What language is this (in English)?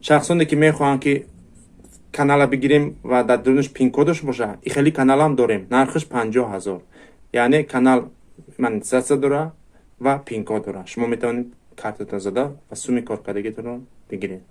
Tajik